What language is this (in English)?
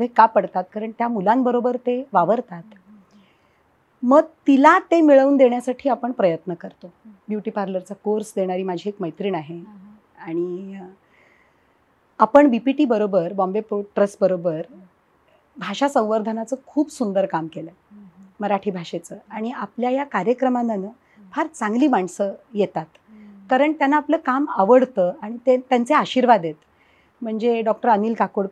Marathi